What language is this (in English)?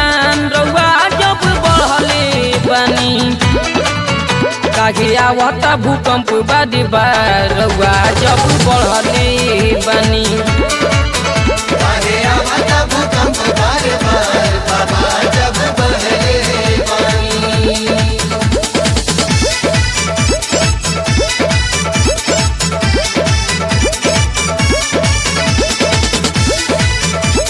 Bhojpuri